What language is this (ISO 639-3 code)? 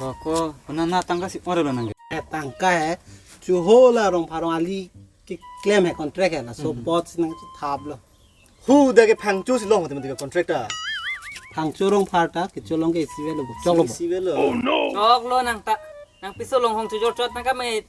mjw